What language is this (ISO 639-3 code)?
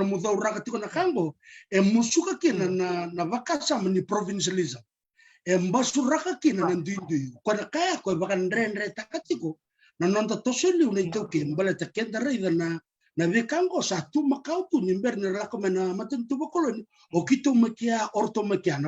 fij